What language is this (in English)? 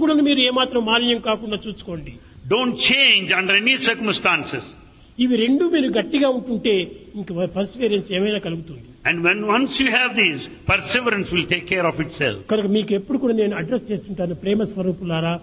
Telugu